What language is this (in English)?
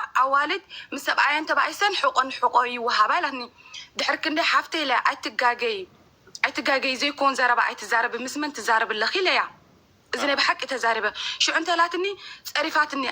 Tigrinya